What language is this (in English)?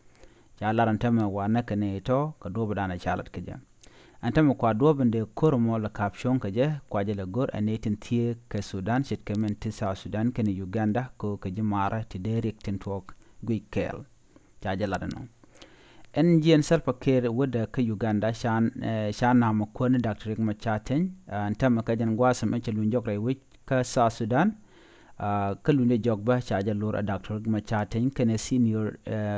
Nuer